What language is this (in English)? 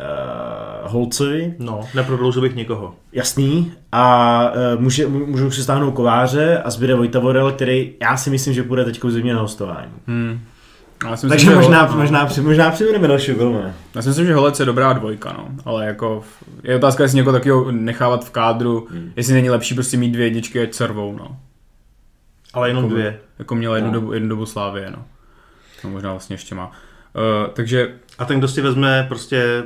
Czech